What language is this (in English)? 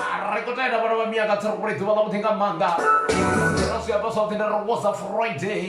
Venda